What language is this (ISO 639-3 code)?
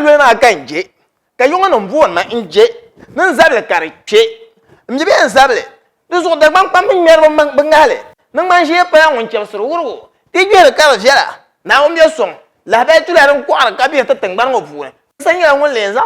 dag